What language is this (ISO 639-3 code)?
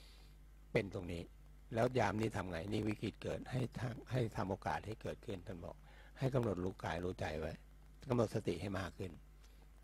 tha